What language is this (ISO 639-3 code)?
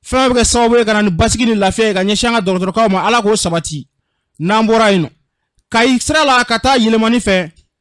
bam